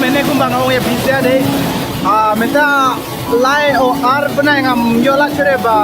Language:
Khasi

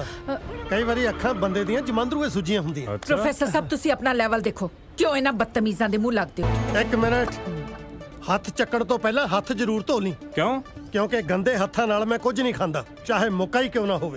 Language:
Punjabi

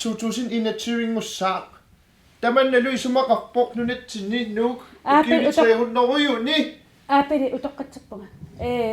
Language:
Kalaallisut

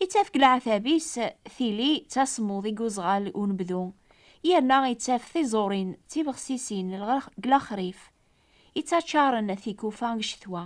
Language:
Kabyle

